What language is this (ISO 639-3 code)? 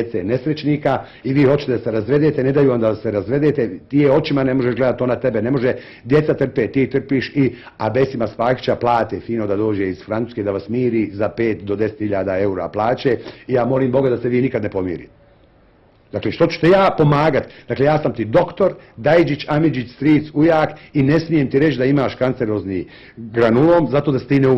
bos